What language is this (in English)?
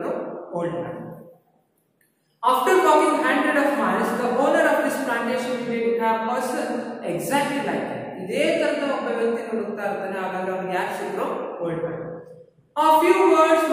Kannada